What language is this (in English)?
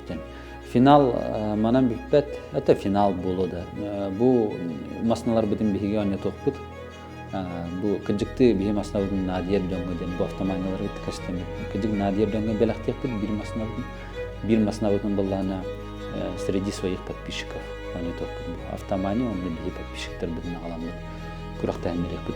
Yakut